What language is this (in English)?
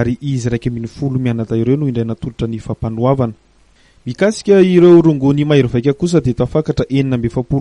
Malagasy